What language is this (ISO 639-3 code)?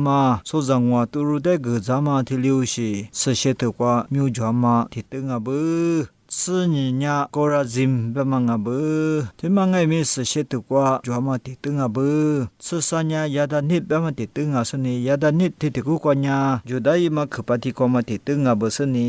lis